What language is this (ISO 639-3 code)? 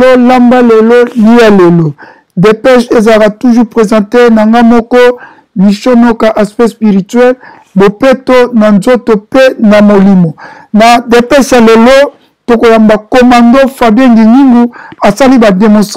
lin